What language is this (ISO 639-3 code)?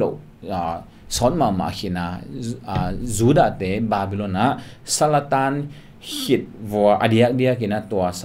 ctd